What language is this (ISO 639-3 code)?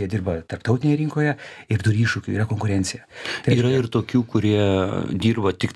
lit